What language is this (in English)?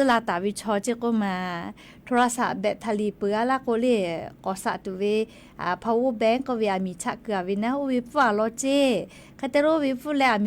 Lahu